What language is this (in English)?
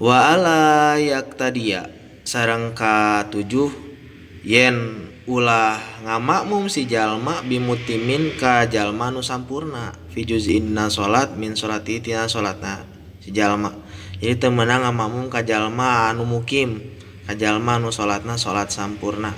Sundanese